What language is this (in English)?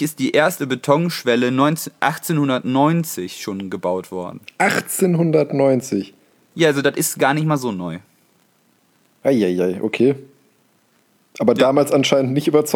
German